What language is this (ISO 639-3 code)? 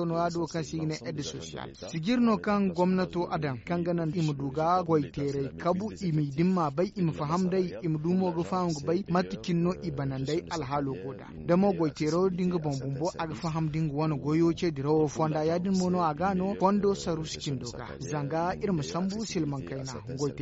dje